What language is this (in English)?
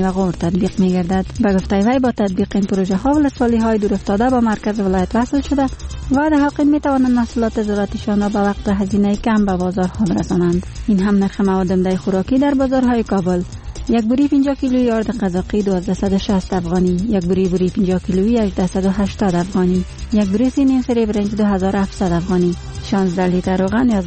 Persian